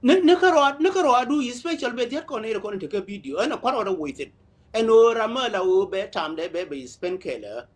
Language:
Nuer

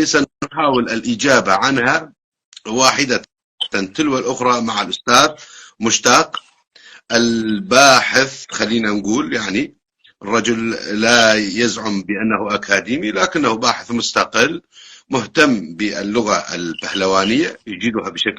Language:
North Levantine Arabic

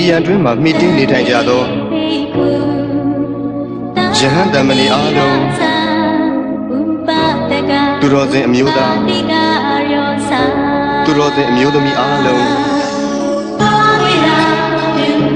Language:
Burmese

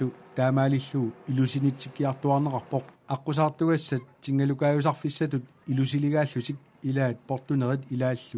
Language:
Kalaallisut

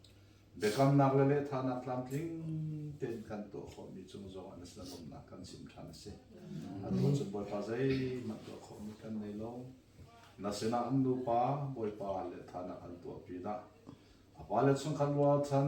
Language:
Hakha Chin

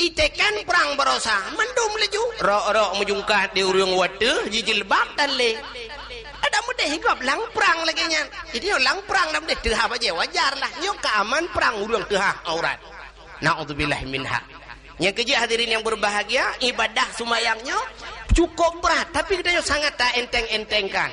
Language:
Achinese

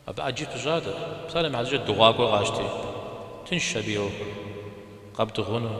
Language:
Kabardian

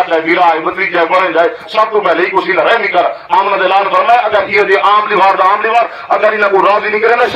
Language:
Saraiki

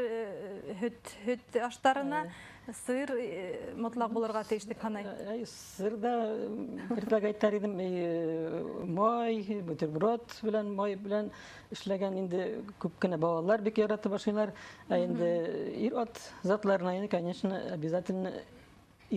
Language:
Bashkir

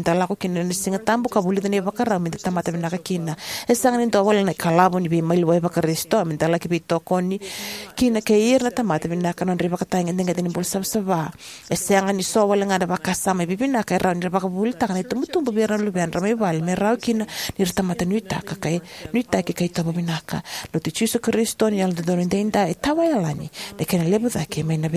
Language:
Fijian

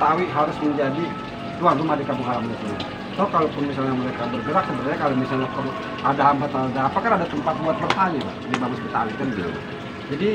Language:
Betawi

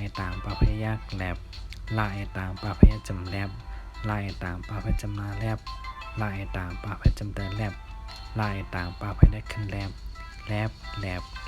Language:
Shan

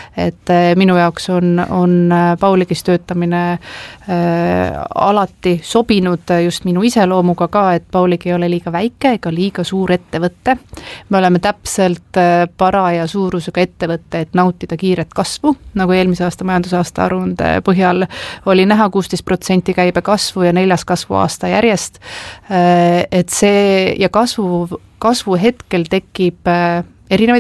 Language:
Estonian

